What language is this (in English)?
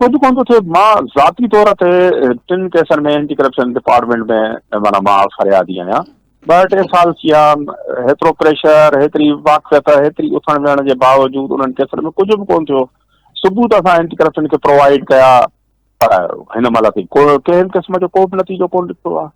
Sindhi